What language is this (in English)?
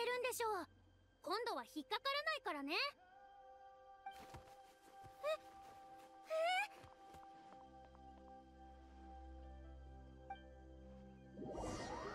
Japanese